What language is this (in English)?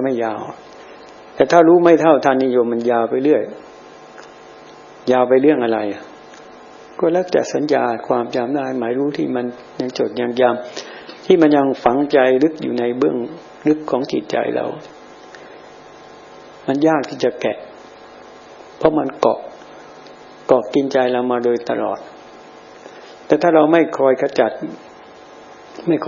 Thai